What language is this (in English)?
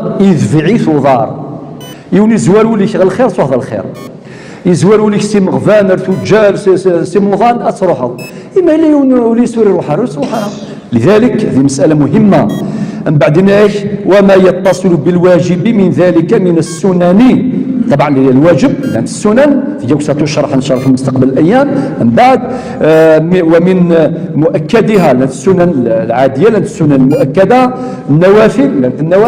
Kabyle